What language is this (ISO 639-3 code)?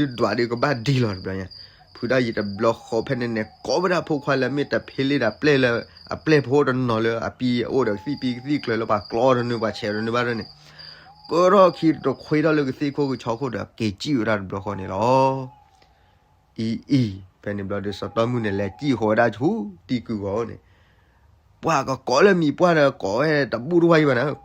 ksw